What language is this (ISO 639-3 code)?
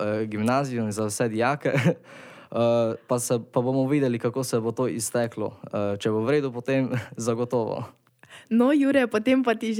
slv